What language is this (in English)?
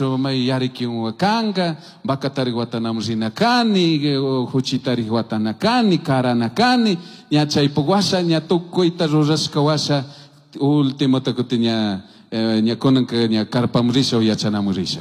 Chimborazo Highland Quichua